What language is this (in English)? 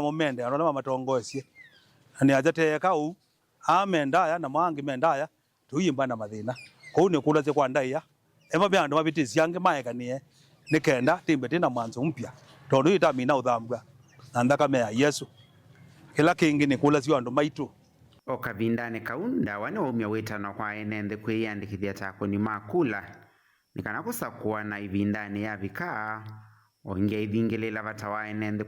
Kamba